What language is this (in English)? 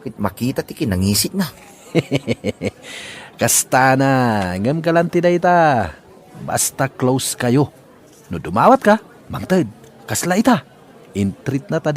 Iloko